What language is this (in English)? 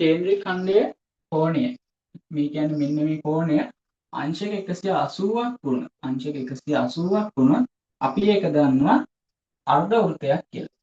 Sinhala